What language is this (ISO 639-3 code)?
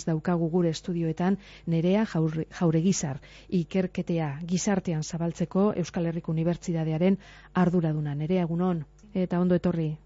eus